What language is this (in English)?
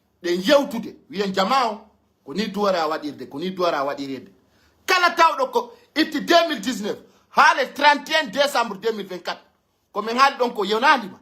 Pular